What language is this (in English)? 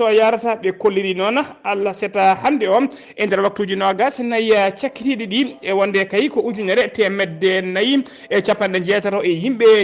Fula